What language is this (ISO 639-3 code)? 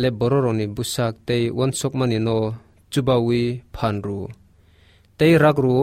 trp